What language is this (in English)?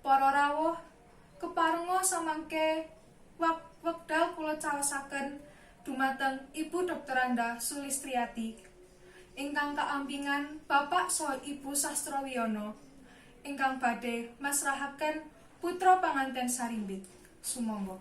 Javanese